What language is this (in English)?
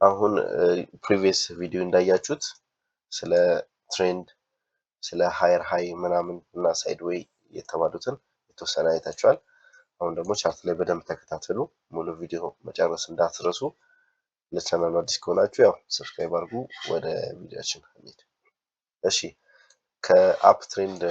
Amharic